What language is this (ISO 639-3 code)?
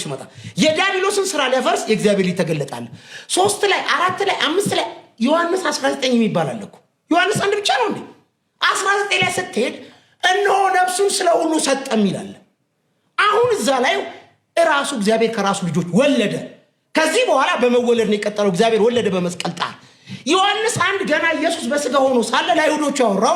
amh